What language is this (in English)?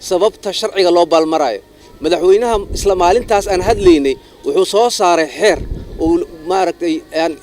Somali